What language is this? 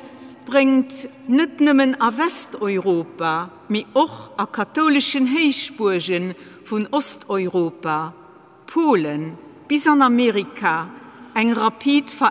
Luxembourgish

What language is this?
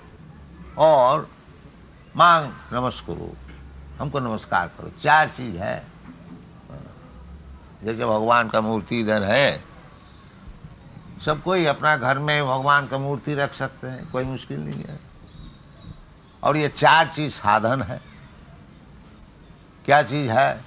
Hindi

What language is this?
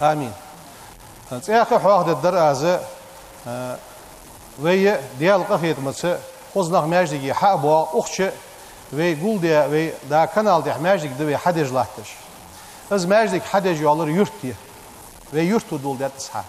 Ingush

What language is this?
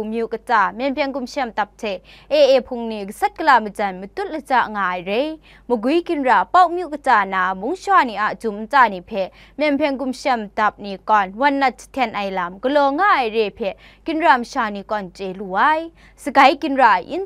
Kachin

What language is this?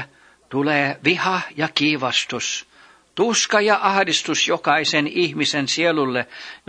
Finnish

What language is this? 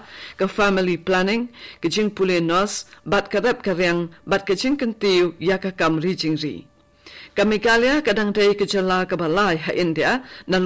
Khasi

